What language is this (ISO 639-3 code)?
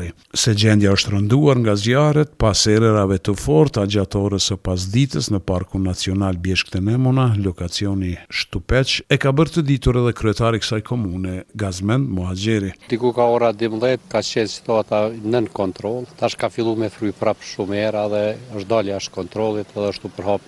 sqi